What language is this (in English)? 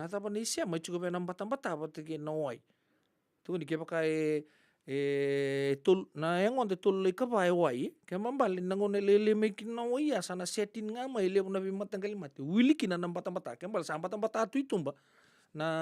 Fijian